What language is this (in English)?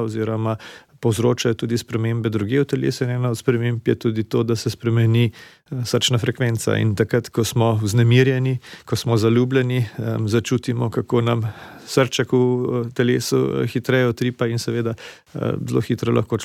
Slovenian